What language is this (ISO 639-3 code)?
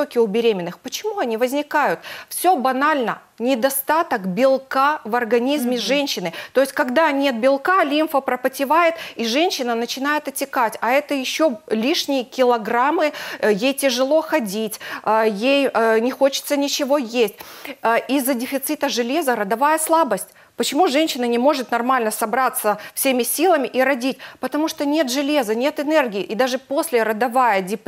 rus